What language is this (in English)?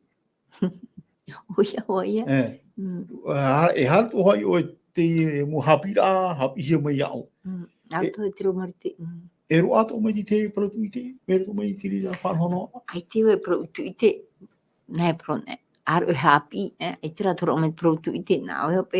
Tahitian